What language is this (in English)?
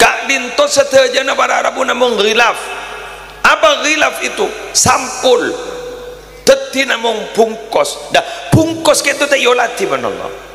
Madurese